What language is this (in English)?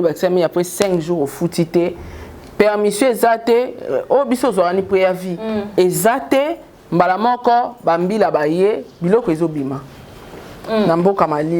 Lingala